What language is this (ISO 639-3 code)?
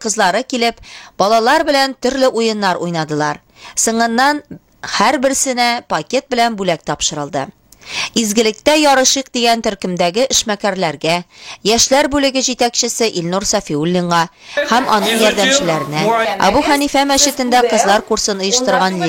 tat